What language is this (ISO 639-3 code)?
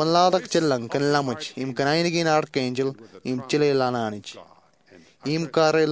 mah